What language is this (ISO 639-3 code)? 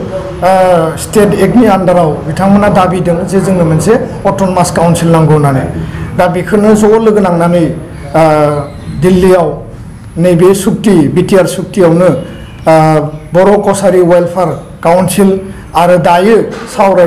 brx